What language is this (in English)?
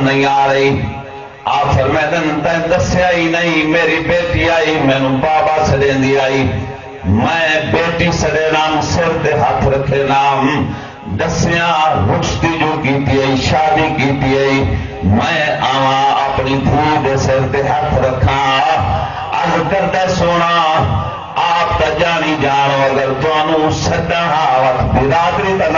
Saraiki